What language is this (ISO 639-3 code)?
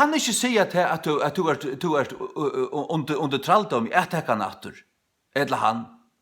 fao